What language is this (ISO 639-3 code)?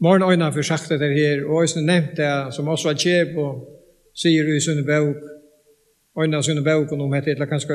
fao